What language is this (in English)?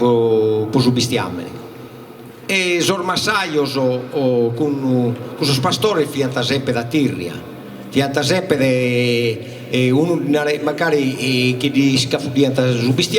Sardinian